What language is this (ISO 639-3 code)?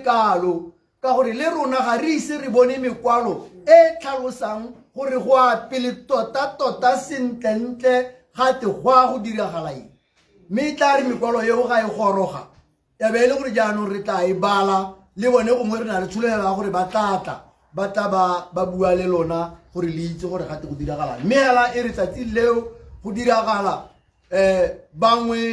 tsn